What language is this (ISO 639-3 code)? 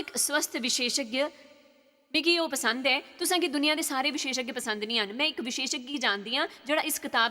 doi